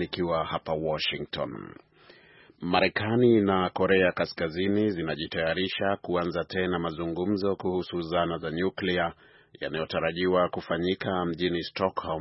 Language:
Swahili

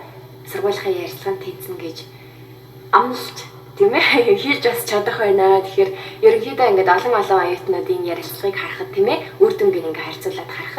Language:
Mongolian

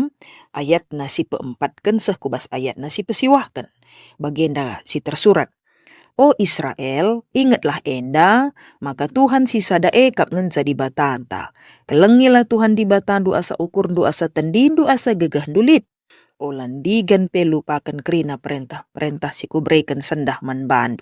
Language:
Batak Karo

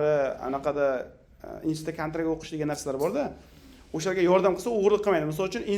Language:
Uzbek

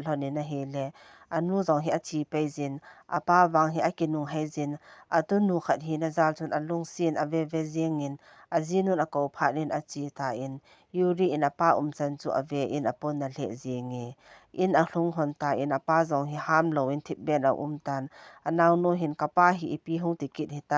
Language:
Thado Chin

